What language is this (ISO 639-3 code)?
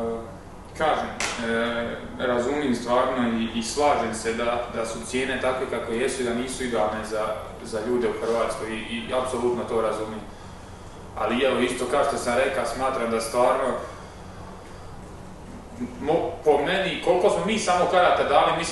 hrv